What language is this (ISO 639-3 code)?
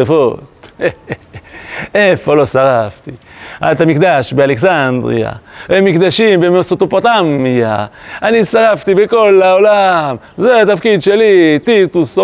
heb